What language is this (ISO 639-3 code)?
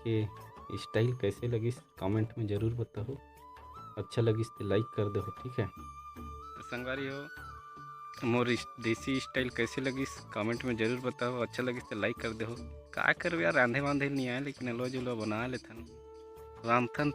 hne